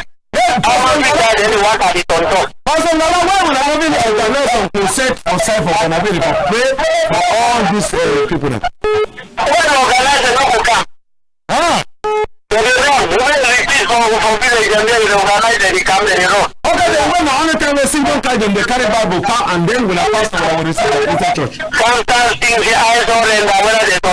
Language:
Cameroon Pidgin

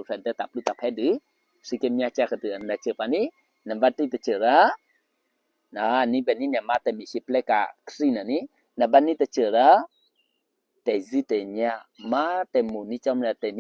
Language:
Eastern Kayah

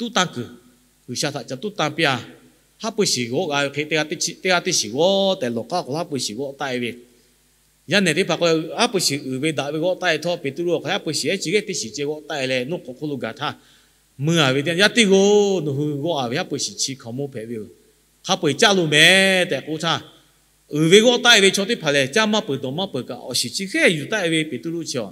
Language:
Lahu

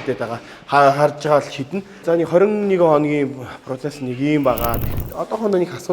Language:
Mongolian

